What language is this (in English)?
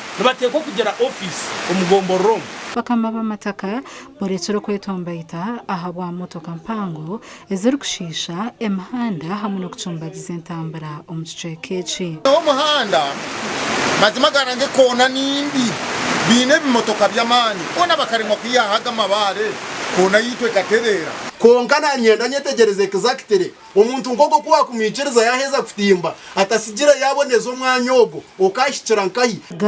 Nyankole